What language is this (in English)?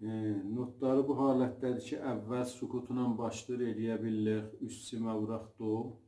South Azerbaijani